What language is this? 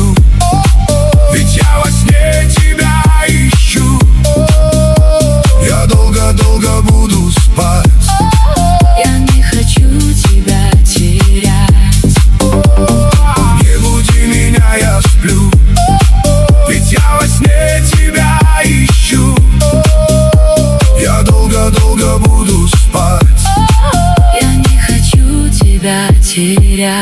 Russian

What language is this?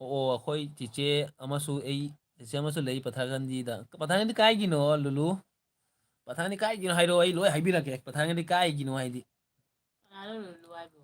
Manipuri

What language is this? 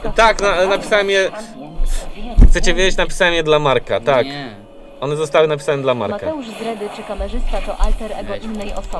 Polish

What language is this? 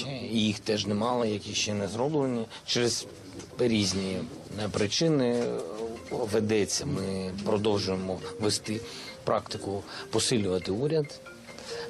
Ukrainian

